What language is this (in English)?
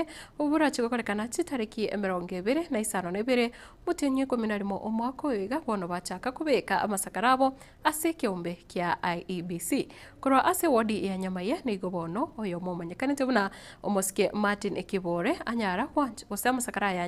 Gusii